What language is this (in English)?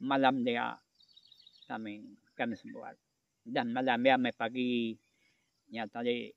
Iban